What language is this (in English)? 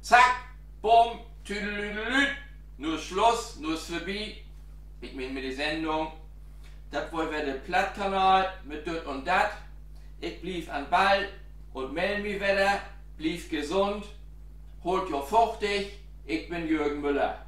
Low German